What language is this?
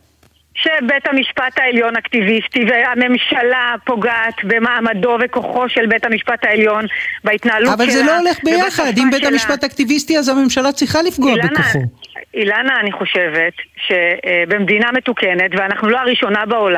Hebrew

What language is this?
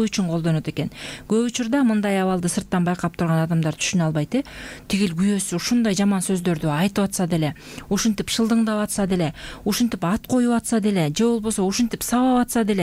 Kyrgyz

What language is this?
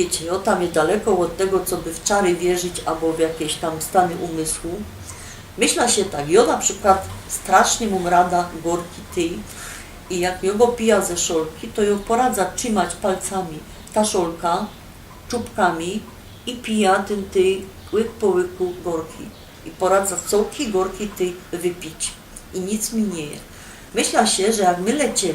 Silesian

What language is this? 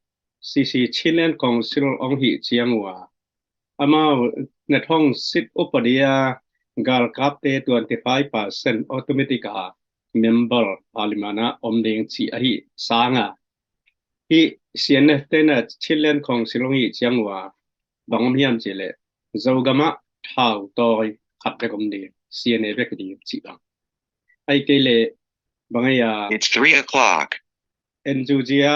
Tedim Chin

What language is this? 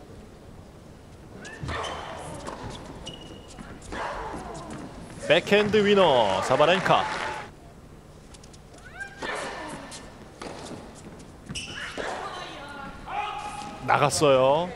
Korean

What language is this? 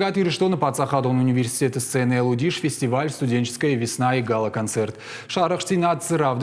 Ossetic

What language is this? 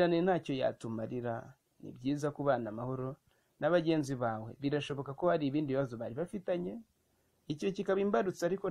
Kinyarwanda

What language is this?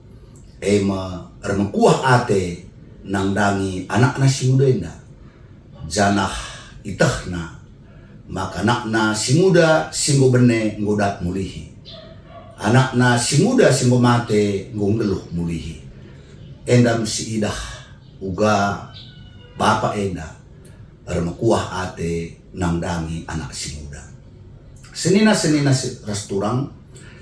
Batak Karo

